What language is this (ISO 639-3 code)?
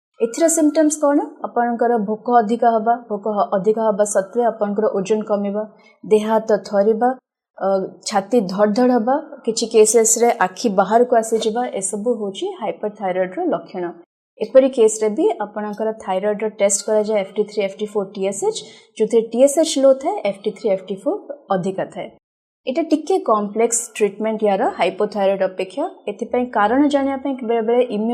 ori